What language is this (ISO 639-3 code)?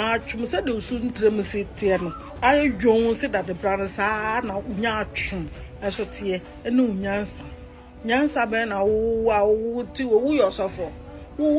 aka